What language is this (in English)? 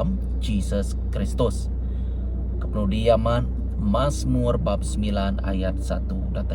Iban